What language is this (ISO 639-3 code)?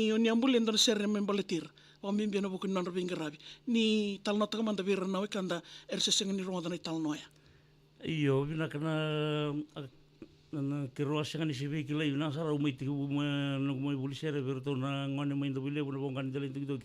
fij